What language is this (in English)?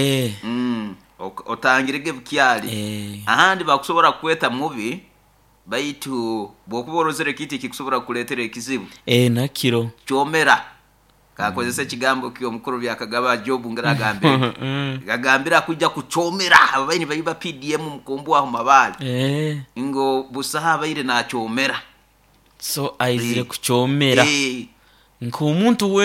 Nyoro